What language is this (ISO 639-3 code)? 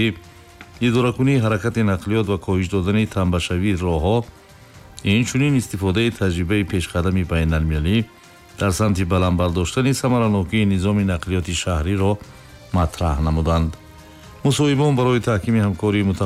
tgk